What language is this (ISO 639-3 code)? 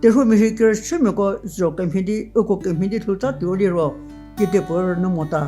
njm